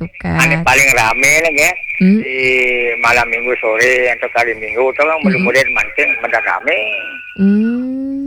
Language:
Balinese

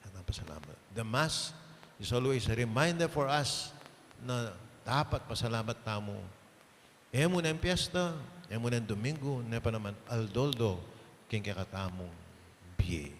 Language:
Pampanga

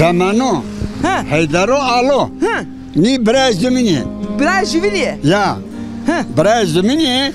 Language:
Zaza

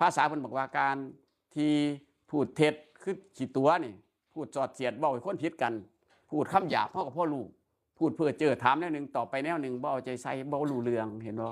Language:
Northeastern Thai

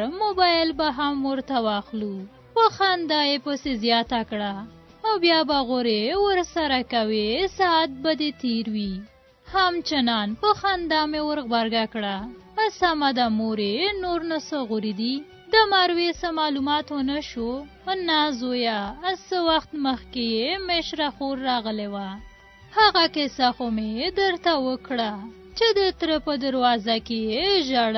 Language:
Pashto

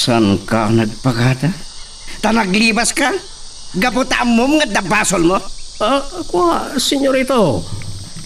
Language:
Iloko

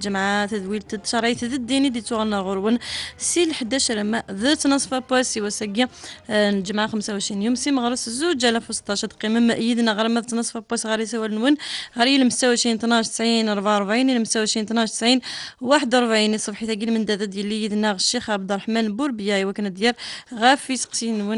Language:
Kabyle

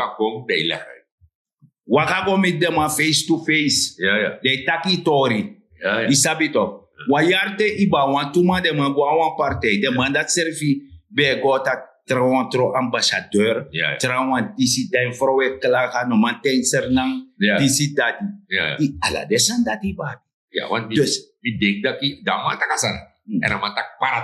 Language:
Sranan Tongo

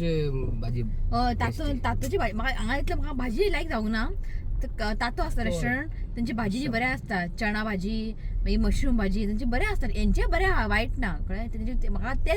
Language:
Konkani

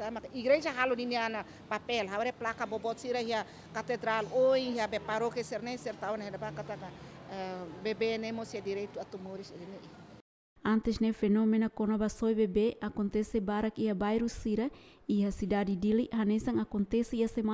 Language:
Tetum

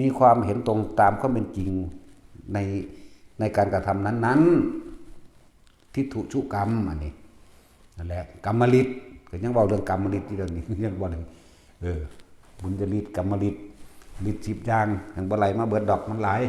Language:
Northeastern Thai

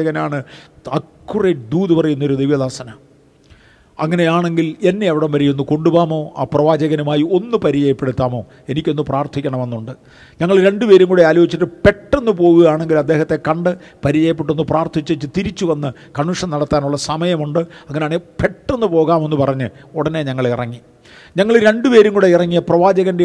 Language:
Malayalam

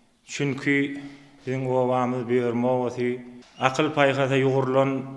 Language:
Turkmen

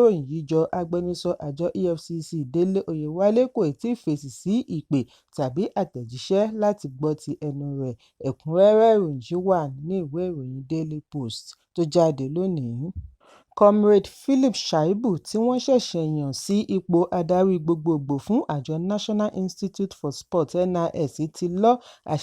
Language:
Yoruba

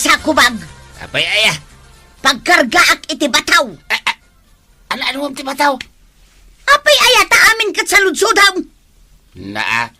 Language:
Iloko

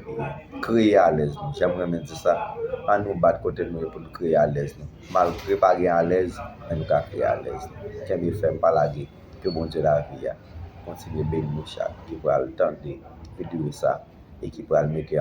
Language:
Haitian Creole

